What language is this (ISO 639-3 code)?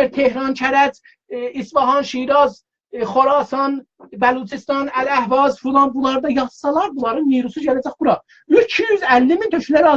azb